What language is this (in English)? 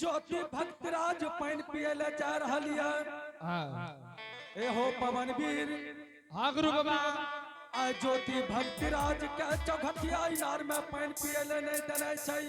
Angika